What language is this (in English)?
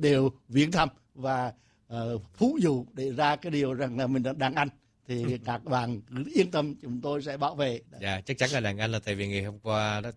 Vietnamese